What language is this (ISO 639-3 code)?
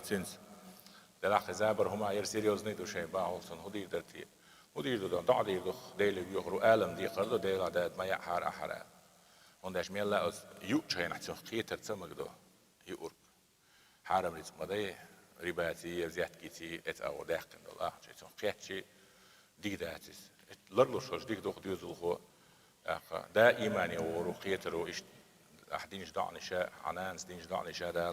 che